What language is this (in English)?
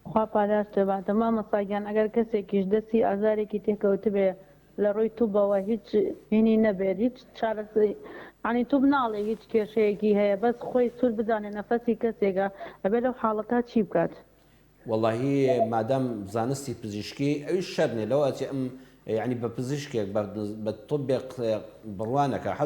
Central Kurdish